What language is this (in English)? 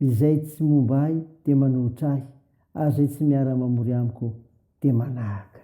Malagasy